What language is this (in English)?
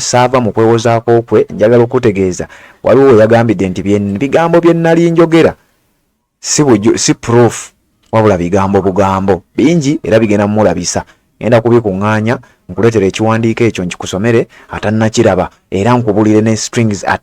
Ganda